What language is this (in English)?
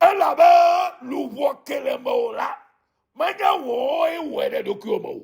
Ewe